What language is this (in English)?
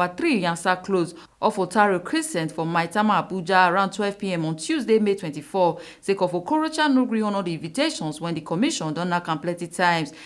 Nigerian Pidgin